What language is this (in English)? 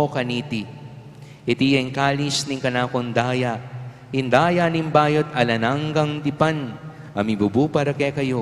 Pampanga